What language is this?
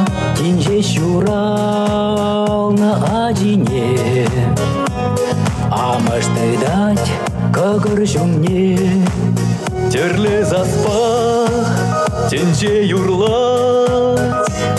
Chuvash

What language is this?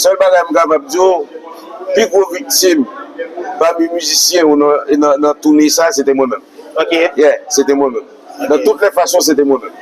Haitian Creole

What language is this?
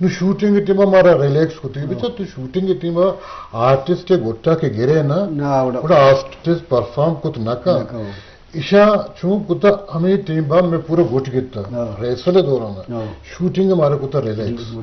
Eastern Balochi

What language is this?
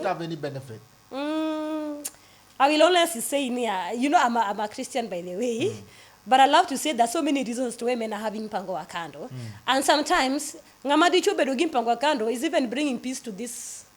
Luo (Kenya and Tanzania)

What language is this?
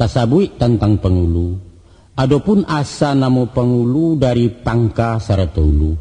Minangkabau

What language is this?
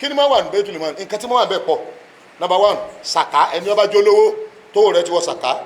Yoruba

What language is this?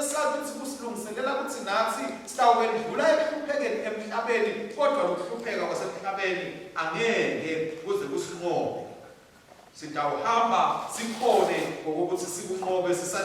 Swati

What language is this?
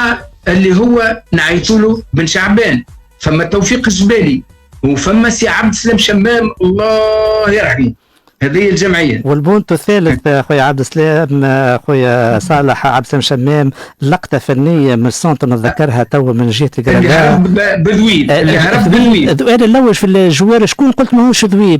Tunisian Arabic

